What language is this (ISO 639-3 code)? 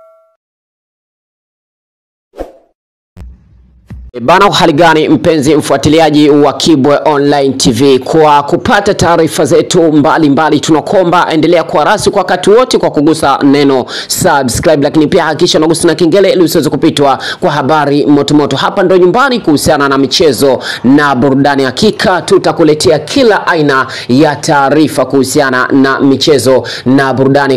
swa